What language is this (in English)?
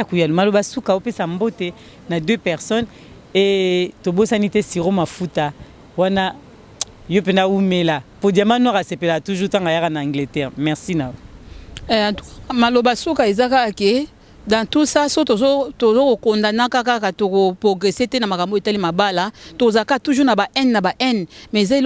Lingala